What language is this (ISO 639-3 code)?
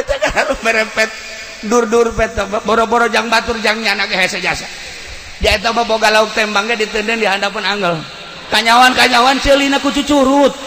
sun